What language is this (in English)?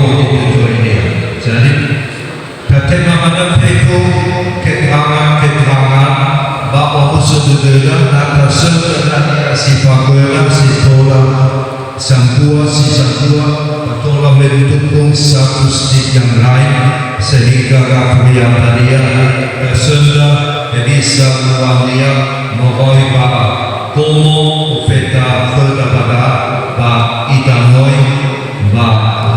Nias